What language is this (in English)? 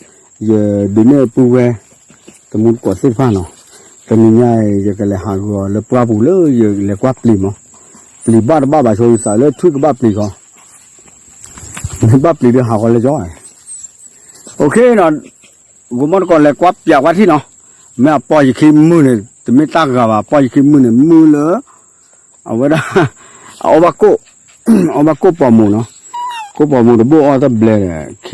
S'gaw Karen